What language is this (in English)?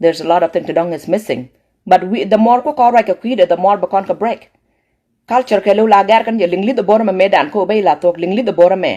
Nuer